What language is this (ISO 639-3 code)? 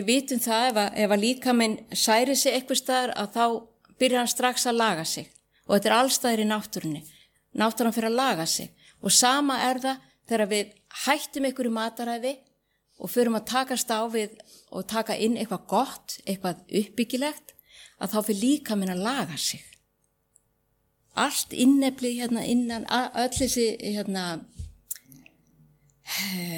isl